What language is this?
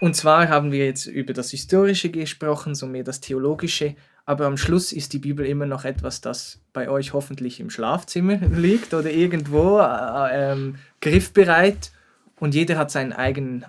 Swiss German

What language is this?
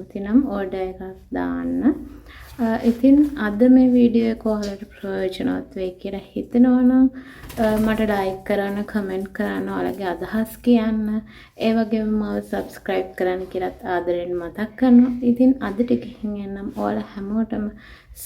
Sinhala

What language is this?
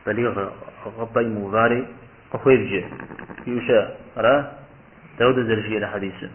Kabardian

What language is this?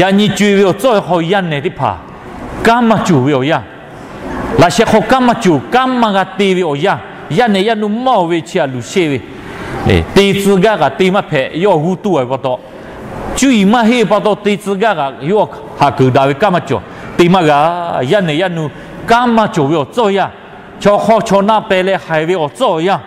Lahu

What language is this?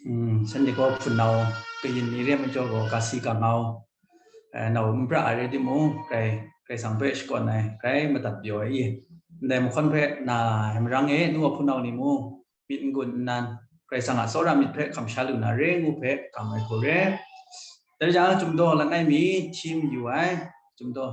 Kachin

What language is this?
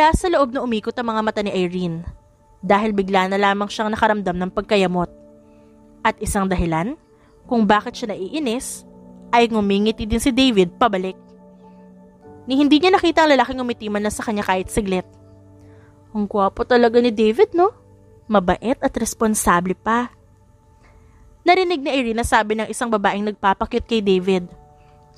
Filipino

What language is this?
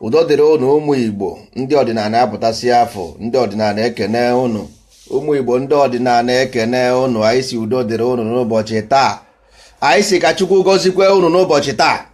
Igbo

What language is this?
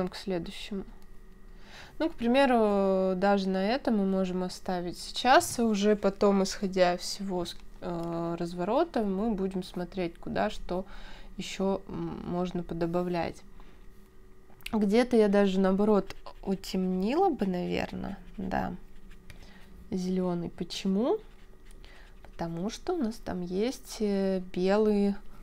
Russian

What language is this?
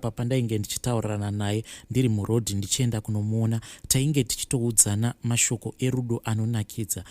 Shona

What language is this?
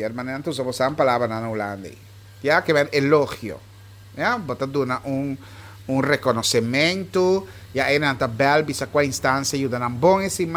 Papiamento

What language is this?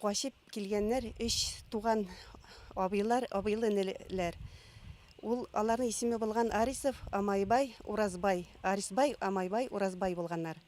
Bashkir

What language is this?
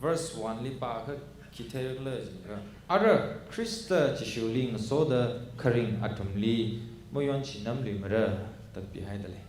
Tangkhul Naga (India)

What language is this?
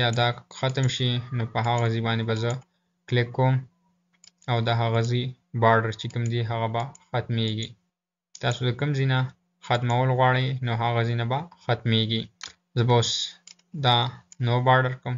Pashto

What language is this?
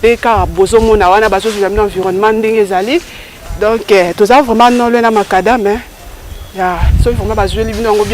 Lingala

